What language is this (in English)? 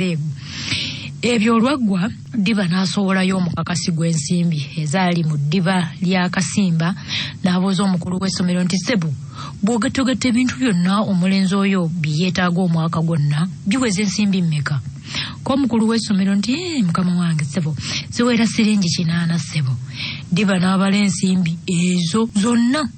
Ganda